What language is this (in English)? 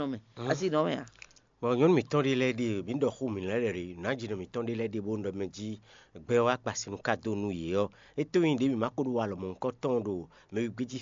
Fon